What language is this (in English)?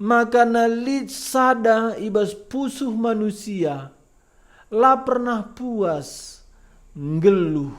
Batak Karo